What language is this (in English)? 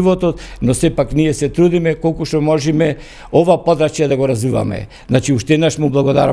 Macedonian